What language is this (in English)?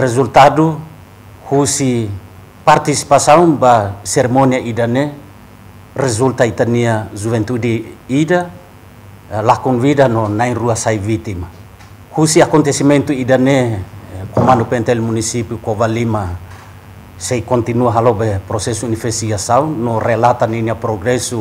Tetum